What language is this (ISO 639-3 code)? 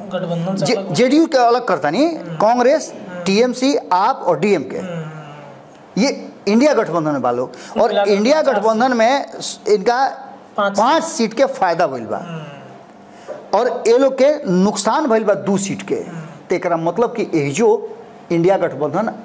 bho